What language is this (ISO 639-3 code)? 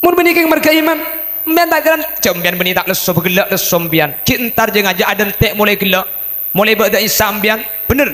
mad